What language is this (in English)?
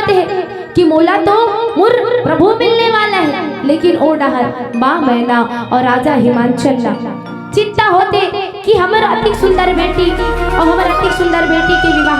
Chhattisgarhi